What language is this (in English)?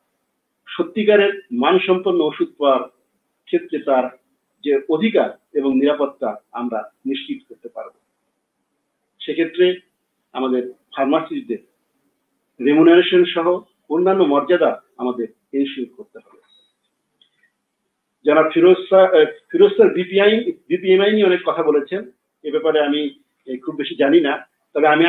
Bangla